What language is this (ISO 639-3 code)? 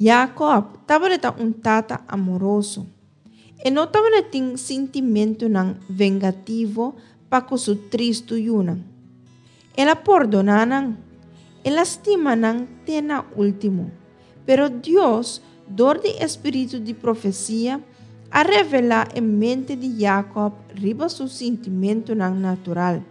pap